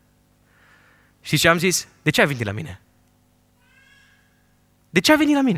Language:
Romanian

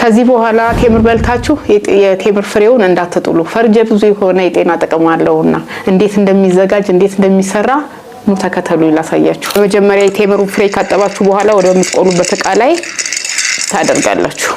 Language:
Amharic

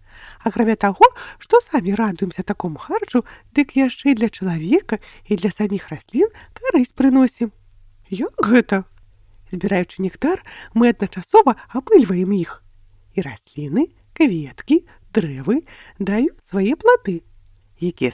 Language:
Belarusian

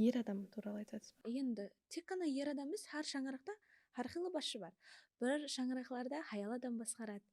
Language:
Kara-Kalpak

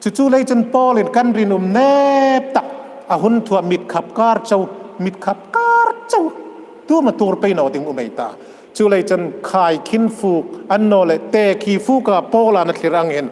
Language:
Hmar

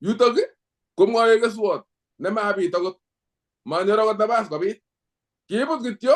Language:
Kalenjin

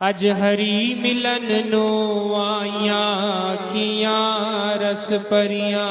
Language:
Dogri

